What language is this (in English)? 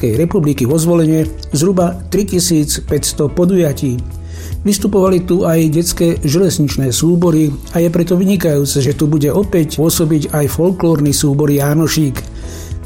Slovak